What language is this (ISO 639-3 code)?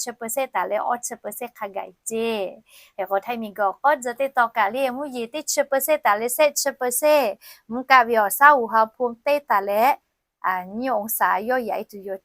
lhu